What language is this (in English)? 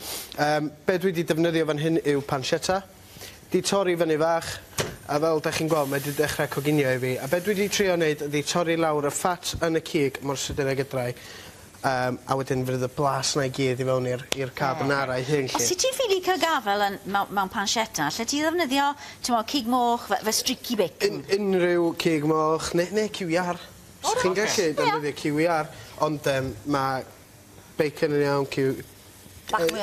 Welsh